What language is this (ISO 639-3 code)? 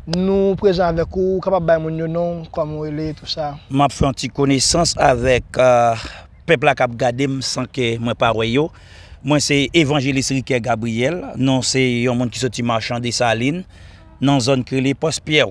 hat